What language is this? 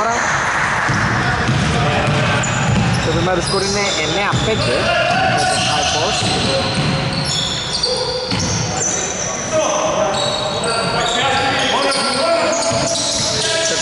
Greek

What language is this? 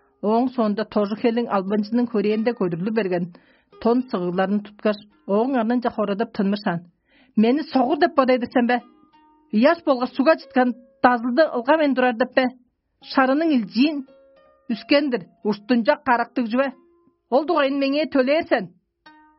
Tuvinian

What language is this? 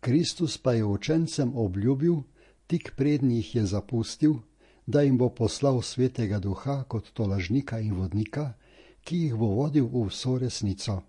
Slovenian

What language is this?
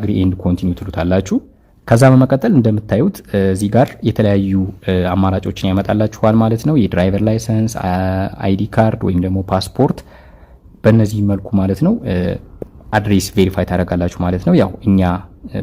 Amharic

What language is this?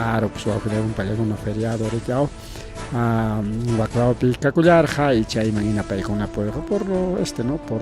Ayacucho Quechua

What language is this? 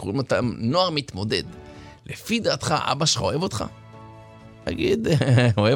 Hebrew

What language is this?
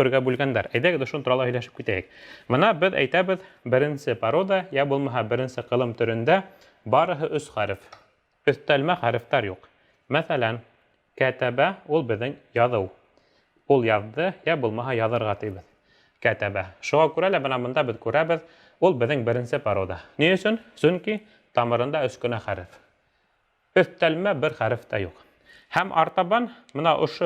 Bashkir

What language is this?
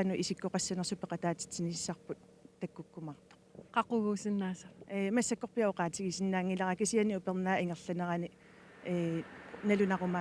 Kalaallisut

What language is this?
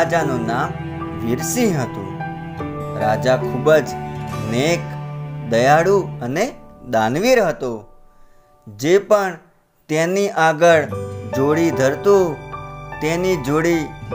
Gujarati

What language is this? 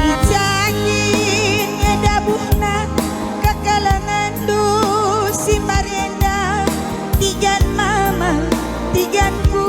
Batak Karo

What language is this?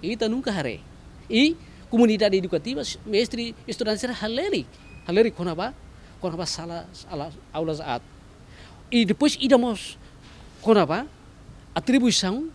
Tetum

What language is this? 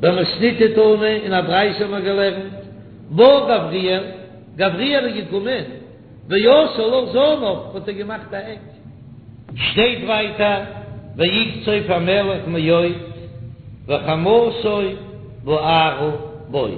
Yiddish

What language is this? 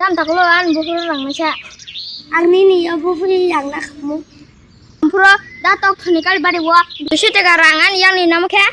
Kok Borok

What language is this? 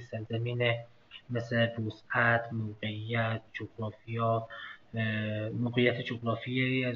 Persian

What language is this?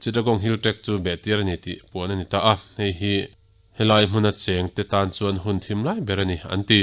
Mizo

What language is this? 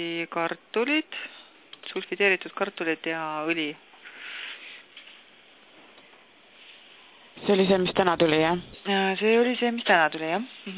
Estonian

